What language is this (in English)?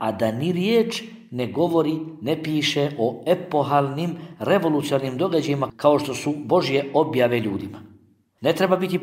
Bosnian